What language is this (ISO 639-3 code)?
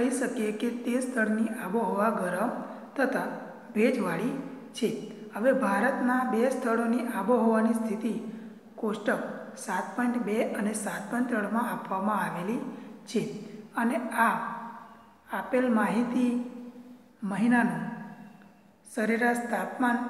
guj